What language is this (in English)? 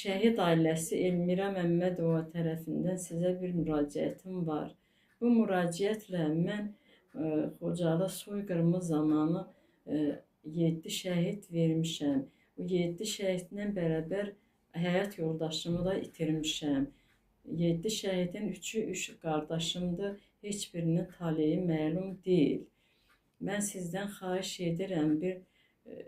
Azerbaijani